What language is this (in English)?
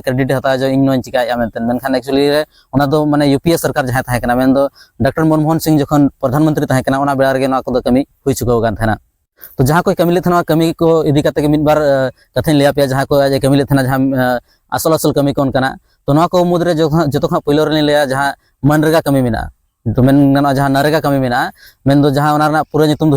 Santali